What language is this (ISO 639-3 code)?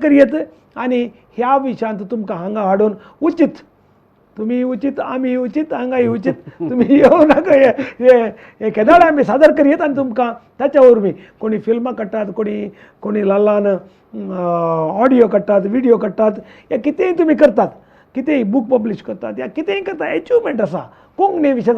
kok